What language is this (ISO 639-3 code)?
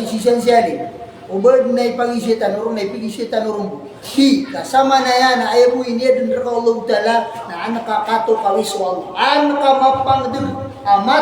mrw